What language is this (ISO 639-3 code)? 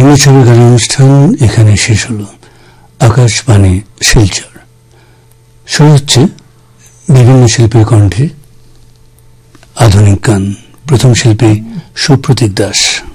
ben